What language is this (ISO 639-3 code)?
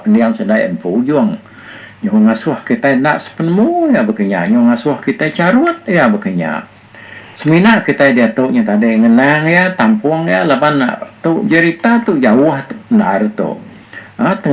iba